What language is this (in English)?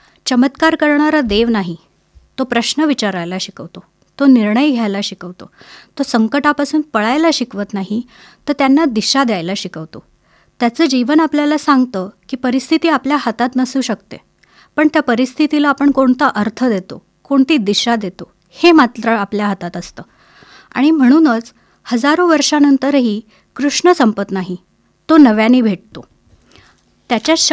Marathi